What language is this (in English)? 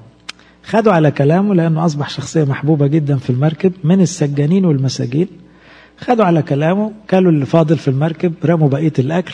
Egyptian Arabic